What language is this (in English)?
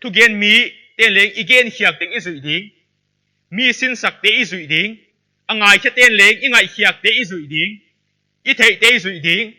Paite Chin